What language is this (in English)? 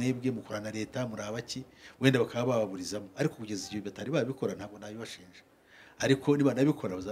Kinyarwanda